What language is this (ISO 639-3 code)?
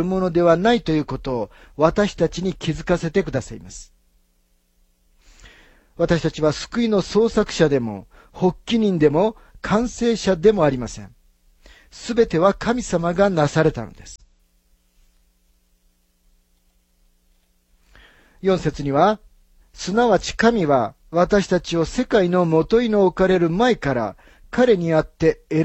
jpn